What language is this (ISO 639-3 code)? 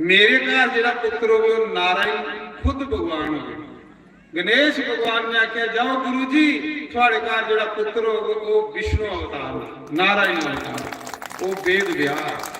doi